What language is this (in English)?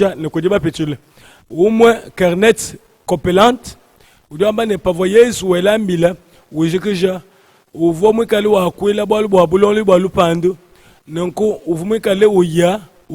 Luba-Lulua